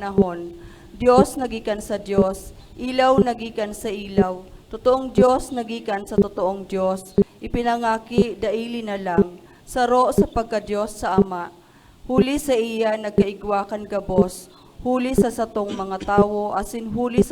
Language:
Bikol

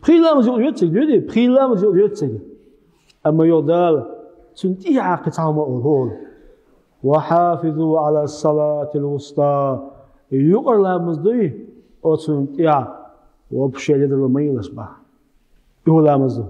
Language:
Chechen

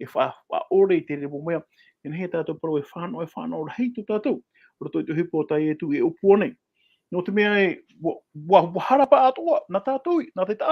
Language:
Tahitian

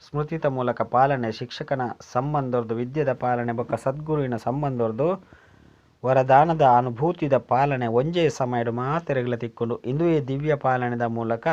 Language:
Tulu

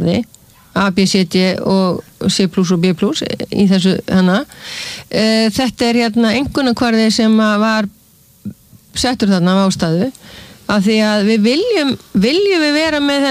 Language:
Icelandic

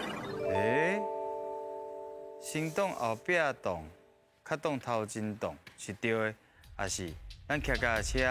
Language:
Min Nan Chinese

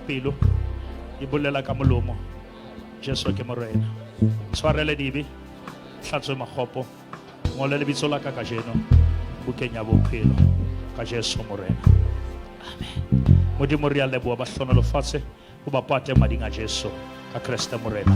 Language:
Southern Sotho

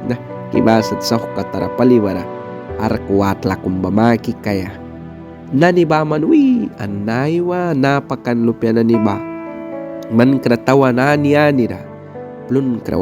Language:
Mískito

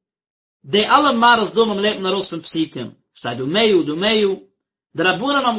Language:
Yiddish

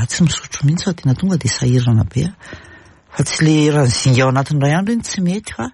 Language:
Malagasy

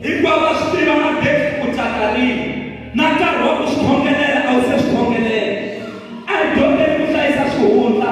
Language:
Tsonga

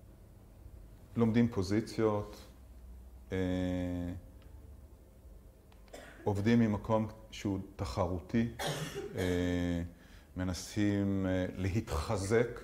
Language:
Hebrew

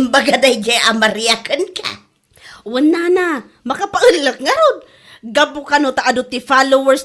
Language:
Iloko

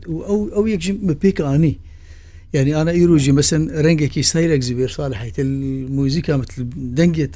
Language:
Kurdish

